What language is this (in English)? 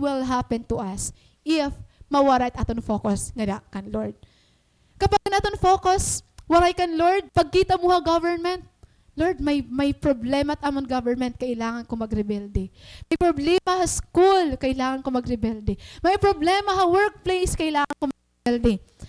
Waray